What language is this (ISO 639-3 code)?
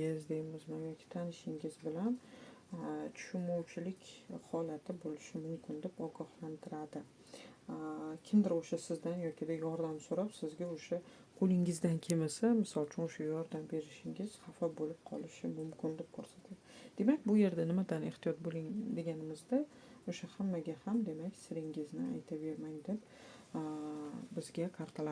uzb